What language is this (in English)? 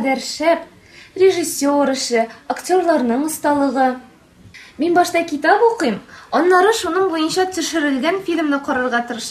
Tatar